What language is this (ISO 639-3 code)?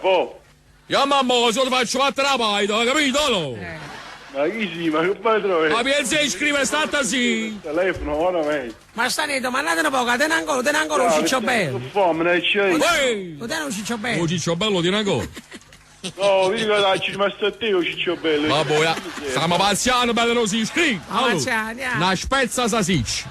nap